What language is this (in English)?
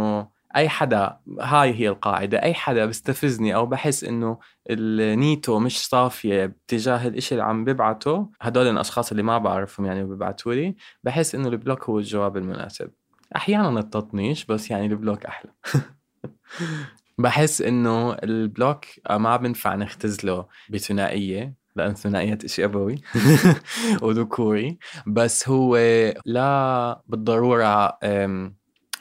North Levantine Arabic